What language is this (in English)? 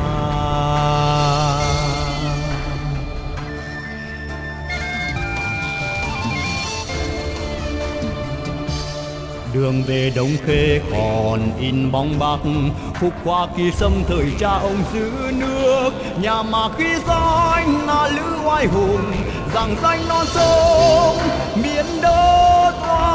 Vietnamese